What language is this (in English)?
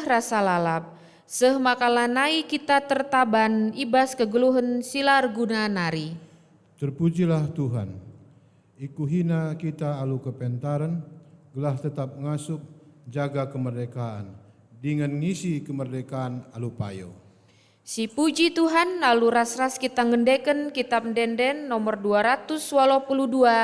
Batak Karo